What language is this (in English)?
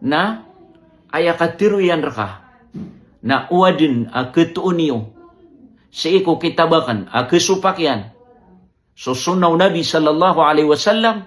Maranao